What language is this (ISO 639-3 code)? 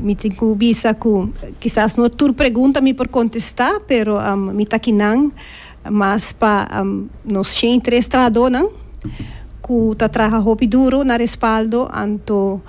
pap